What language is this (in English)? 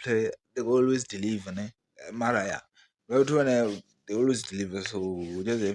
Venda